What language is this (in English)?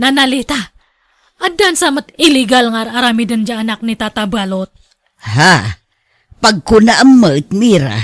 Iloko